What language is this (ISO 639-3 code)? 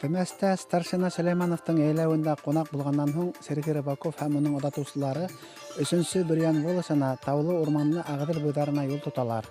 bak